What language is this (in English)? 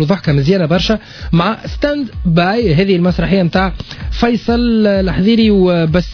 Tunisian Arabic